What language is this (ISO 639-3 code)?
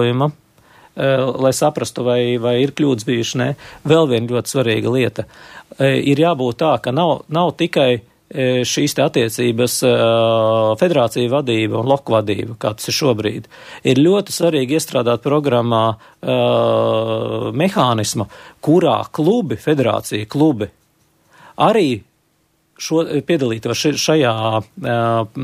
lav